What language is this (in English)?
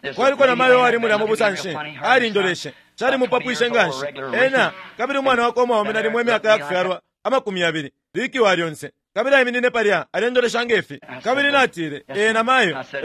Bemba